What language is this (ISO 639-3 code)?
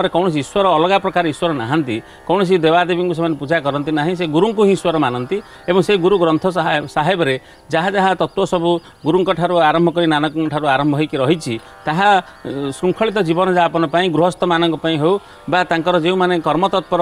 ori